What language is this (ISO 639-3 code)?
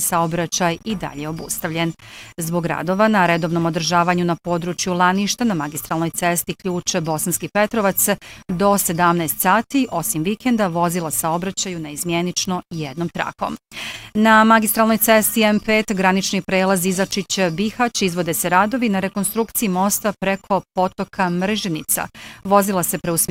bos